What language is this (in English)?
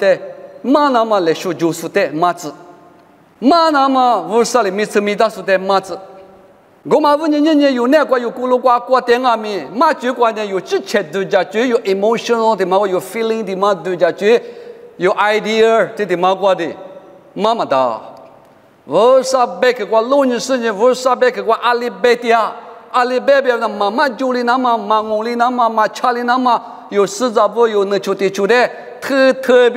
Lisu